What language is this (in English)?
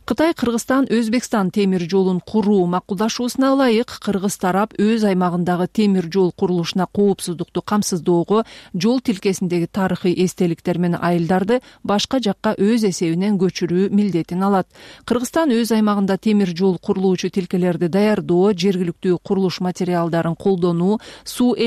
Kyrgyz